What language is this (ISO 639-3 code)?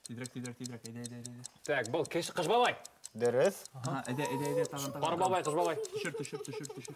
bak